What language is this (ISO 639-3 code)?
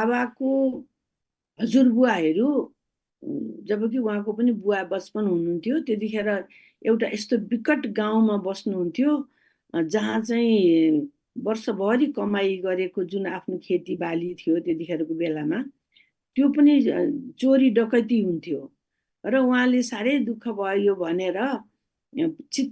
nep